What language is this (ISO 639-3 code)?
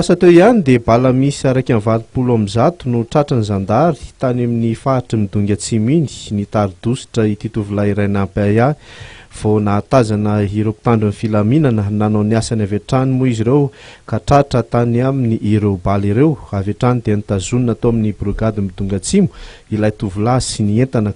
mlg